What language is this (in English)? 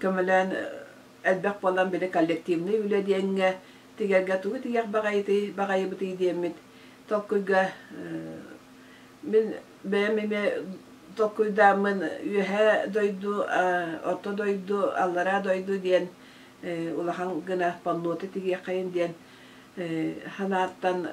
Yakut